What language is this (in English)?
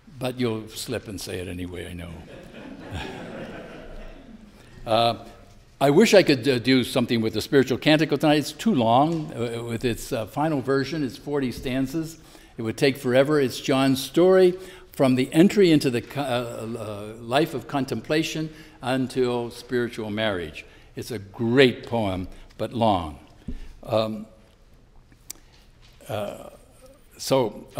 English